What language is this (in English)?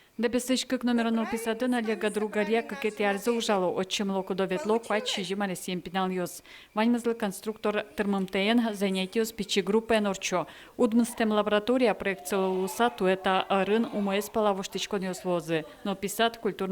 Udmurt